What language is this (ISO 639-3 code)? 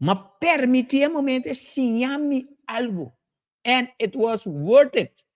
pap